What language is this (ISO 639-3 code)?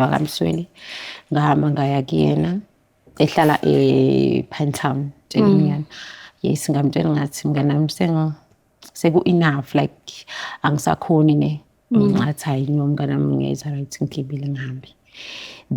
zul